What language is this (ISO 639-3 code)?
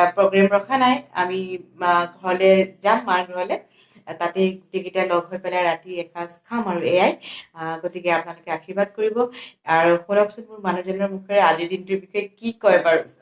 asm